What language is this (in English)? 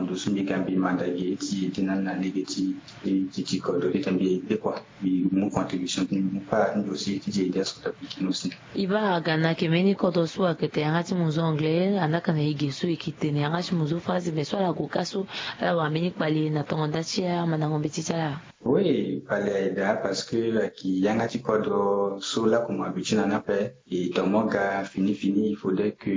Sango